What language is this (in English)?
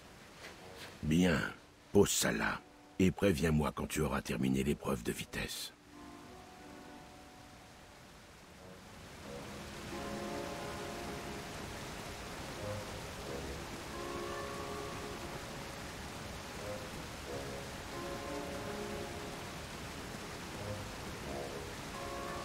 French